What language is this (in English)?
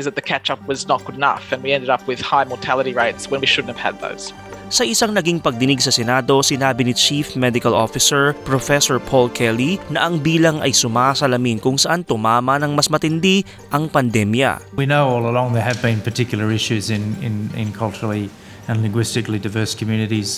Filipino